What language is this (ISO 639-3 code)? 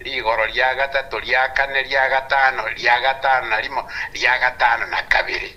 guz